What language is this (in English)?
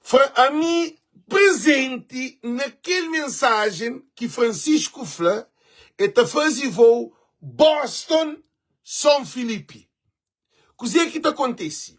Kabuverdianu